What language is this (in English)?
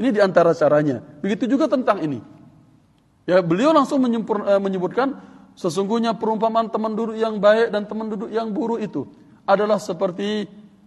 Indonesian